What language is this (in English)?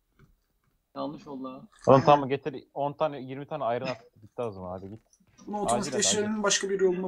Turkish